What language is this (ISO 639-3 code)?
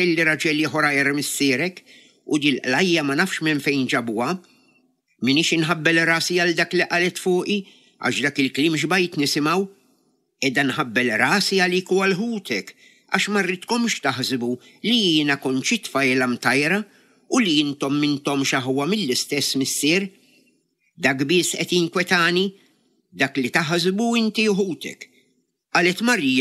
mlt